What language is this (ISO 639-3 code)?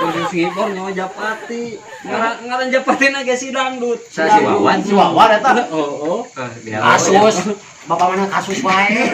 sun